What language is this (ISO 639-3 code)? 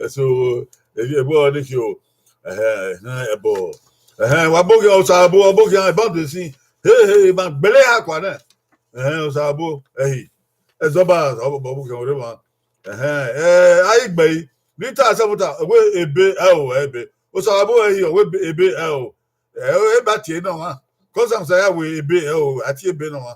bin